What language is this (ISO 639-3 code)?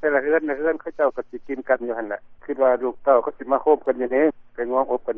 lao